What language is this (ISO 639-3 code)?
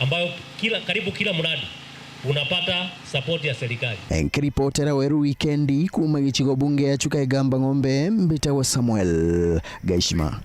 mer